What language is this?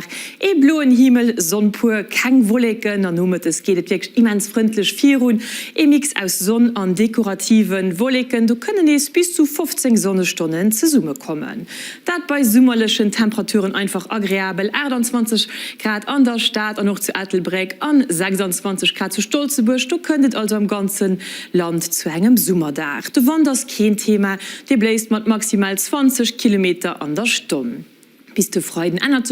Luxembourgish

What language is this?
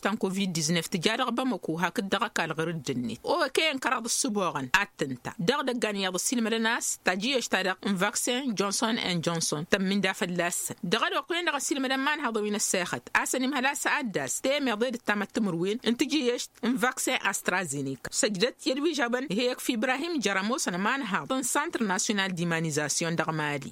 Tamasheq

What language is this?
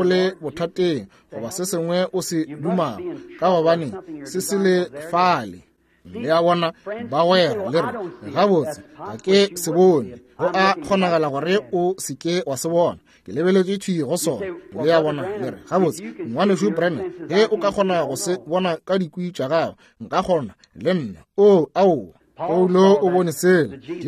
Northern Sotho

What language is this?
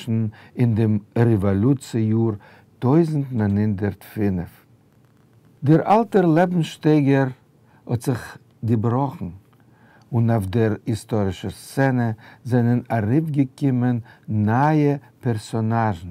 Yiddish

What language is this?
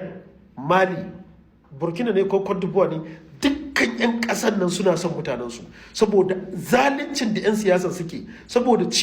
Hausa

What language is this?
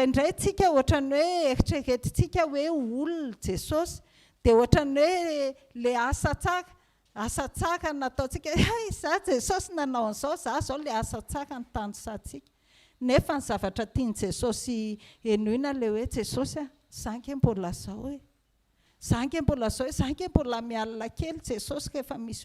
Malagasy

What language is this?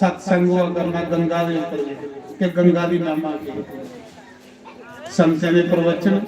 Dogri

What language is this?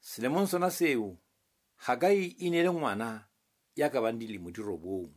Southern Sotho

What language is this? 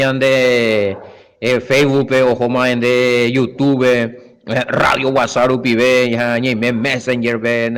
Guarani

